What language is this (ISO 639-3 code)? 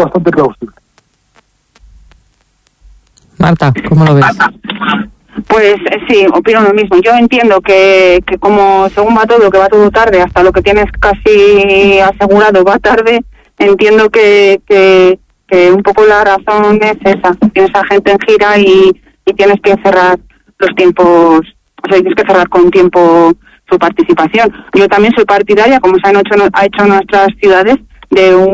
spa